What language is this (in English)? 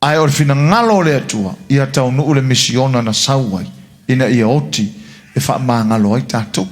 Samoan